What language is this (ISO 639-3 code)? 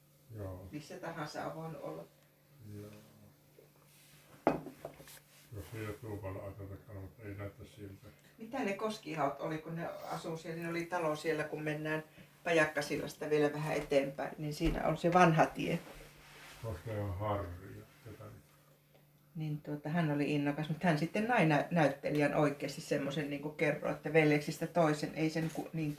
fin